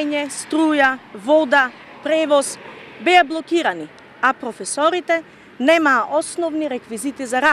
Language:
Macedonian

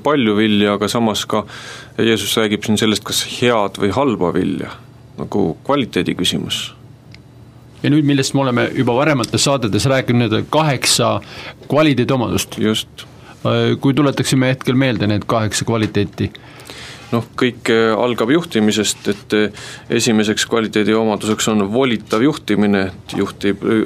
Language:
Estonian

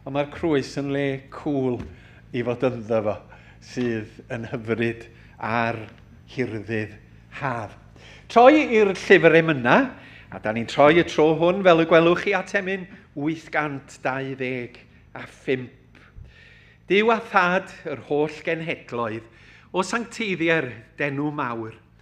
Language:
Welsh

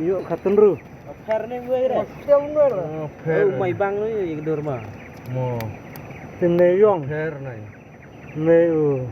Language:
Khasi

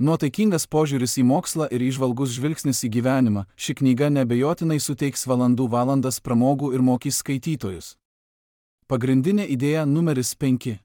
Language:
Lithuanian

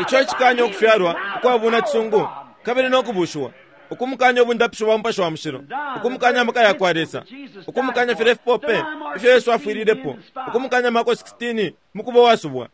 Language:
Bemba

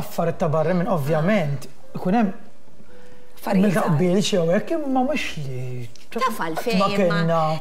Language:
Maltese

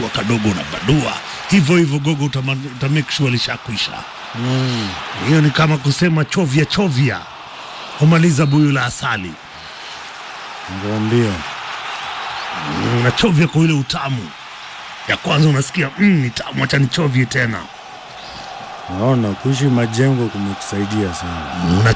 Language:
Swahili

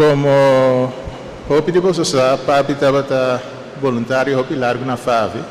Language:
Papiamento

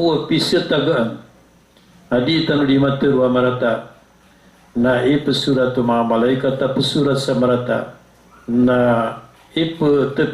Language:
Maranao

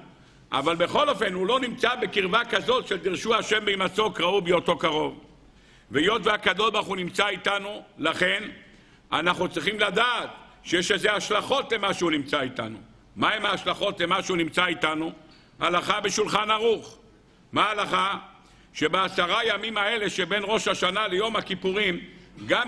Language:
Hebrew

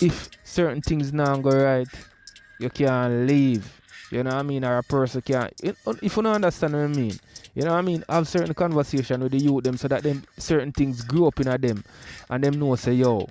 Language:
Jamaican Creole English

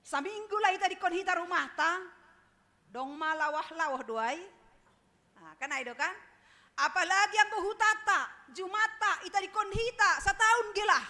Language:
Batak Simalungun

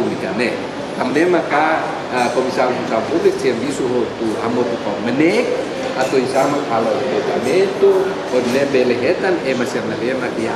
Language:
Tetum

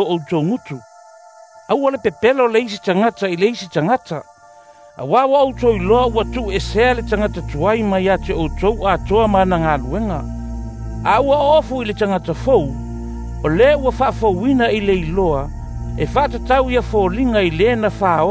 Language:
Samoan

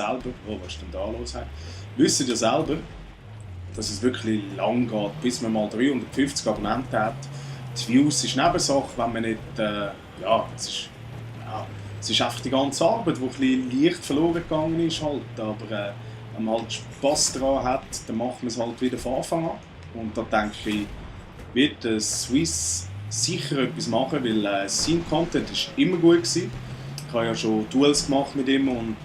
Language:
Swiss German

